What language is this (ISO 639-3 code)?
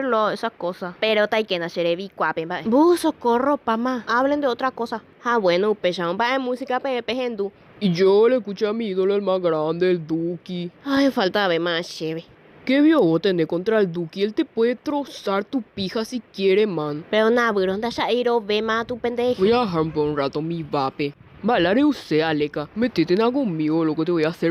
grn